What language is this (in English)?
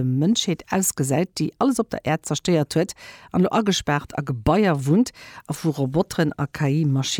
Luxembourgish